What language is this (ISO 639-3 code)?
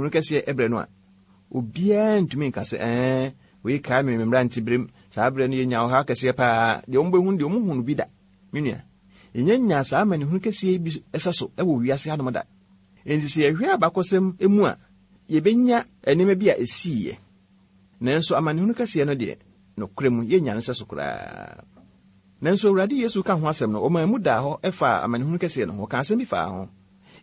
aka